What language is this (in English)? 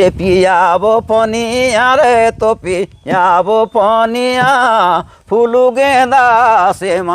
Sadri